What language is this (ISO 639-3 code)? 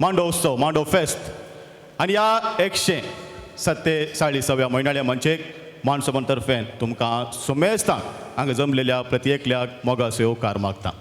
kok